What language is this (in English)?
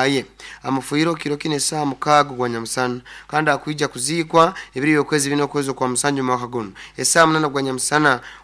Nyoro